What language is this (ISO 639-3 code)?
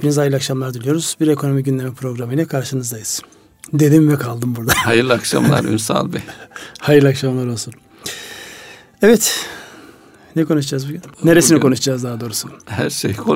tur